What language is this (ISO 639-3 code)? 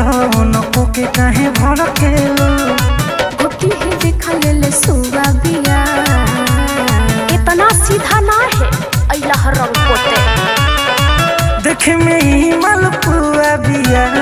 bho